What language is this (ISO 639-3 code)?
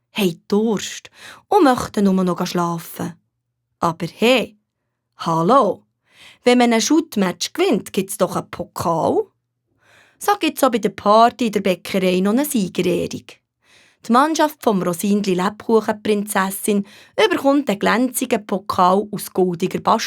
gsw